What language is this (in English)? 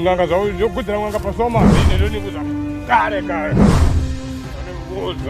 Venda